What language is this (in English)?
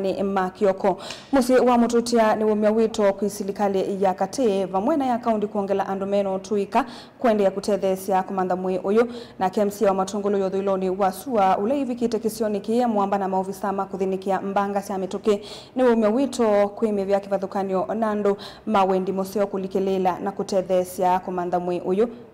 Kamba